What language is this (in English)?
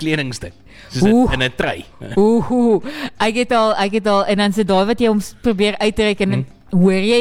Afrikaans